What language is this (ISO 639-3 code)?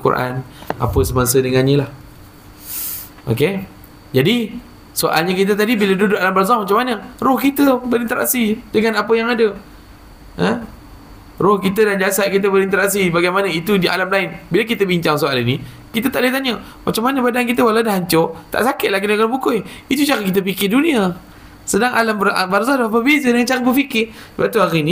msa